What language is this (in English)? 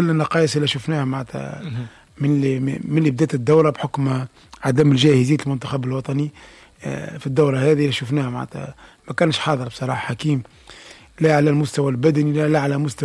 Tunisian Arabic